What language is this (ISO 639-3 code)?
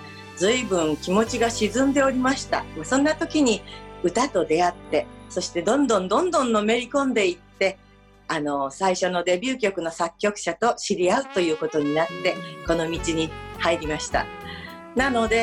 jpn